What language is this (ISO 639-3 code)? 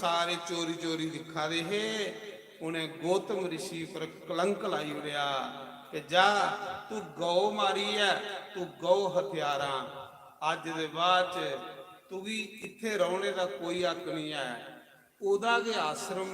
doi